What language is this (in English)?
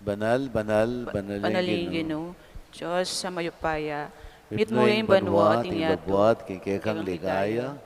Pampanga